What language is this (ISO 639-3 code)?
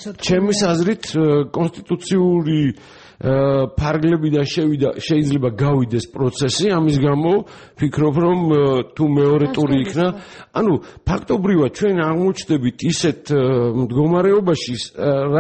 kat